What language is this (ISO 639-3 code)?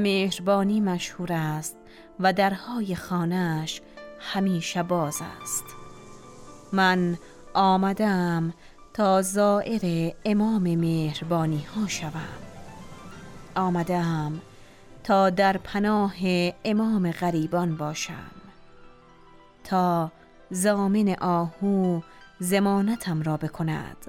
fas